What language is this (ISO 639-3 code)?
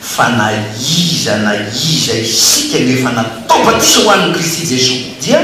mlg